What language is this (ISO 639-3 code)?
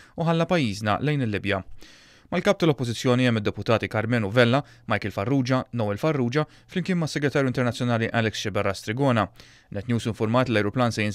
mlt